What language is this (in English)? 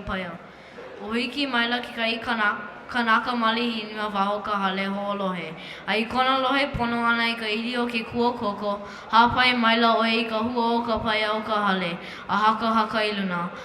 Hawaiian